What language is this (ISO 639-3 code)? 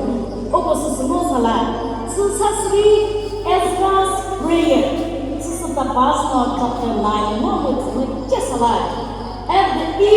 nri